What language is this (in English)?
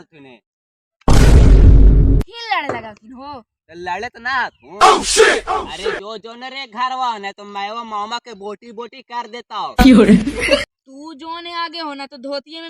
Magahi